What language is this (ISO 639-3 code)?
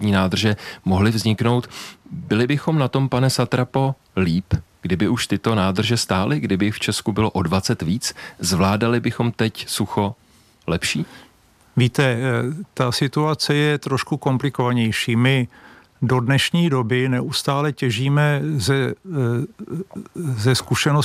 ces